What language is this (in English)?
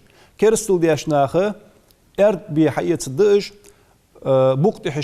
Ingush